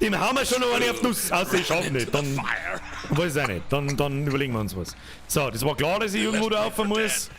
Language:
Bavarian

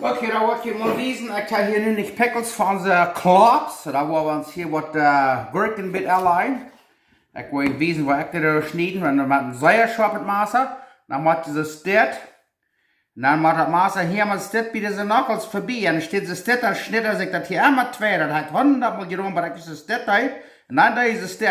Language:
Plautdietsch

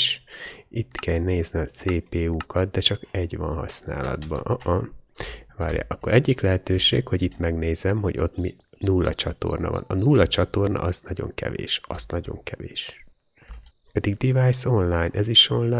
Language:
Hungarian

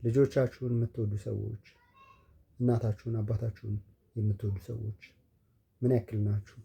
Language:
Amharic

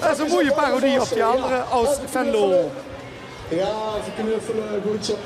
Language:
Limburgish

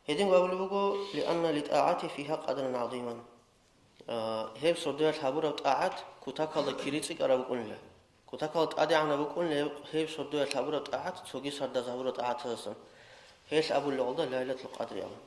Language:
Avaric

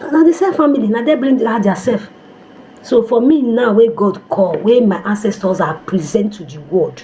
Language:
Nigerian Pidgin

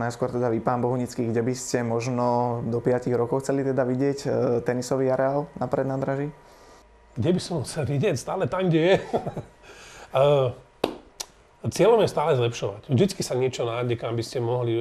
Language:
Slovak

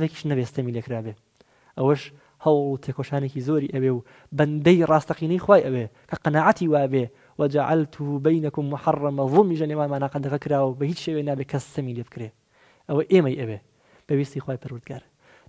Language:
Central Kurdish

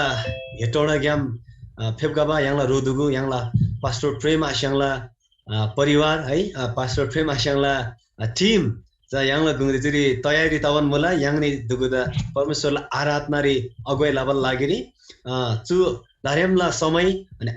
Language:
Eastern Tamang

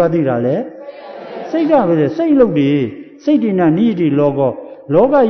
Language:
Burmese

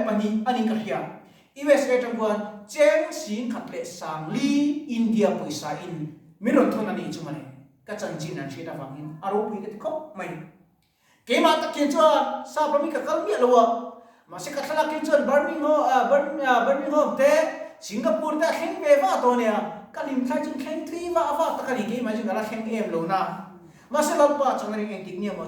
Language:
Mizo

